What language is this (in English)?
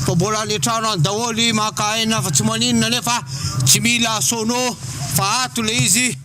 Malagasy